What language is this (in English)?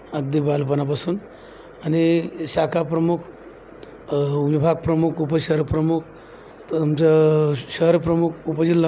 Marathi